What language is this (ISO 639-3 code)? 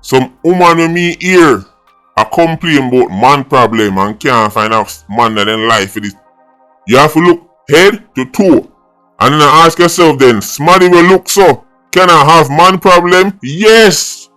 jam